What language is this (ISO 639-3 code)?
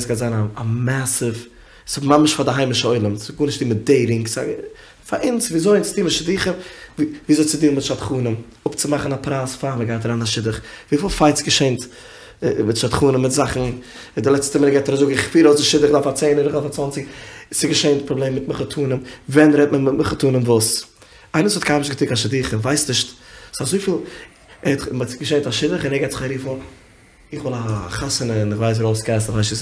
yid